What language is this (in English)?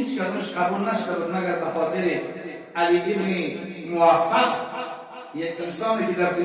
Tajik